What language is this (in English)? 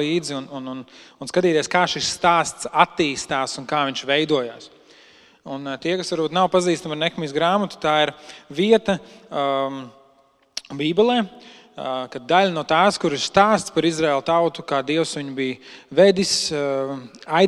Latvian